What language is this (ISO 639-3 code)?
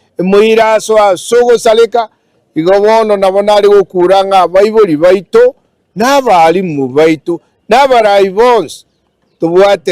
guz